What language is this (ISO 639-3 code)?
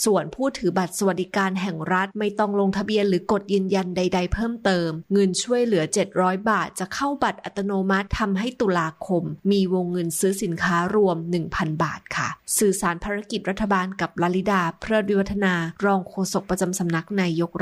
tha